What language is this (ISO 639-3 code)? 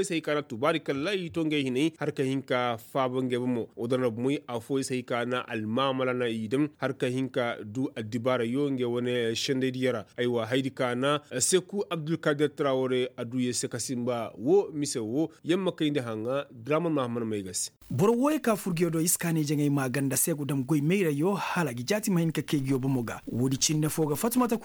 ses